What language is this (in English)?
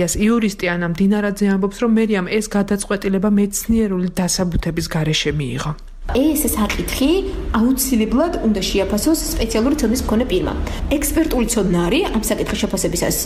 Georgian